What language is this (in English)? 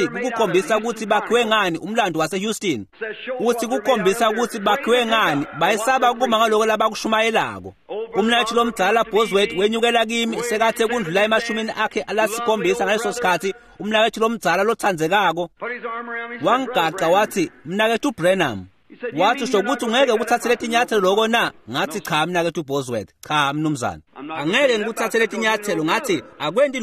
Swati